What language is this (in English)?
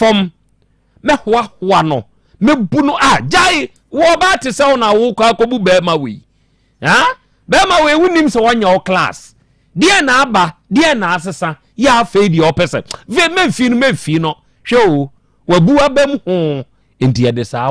Akan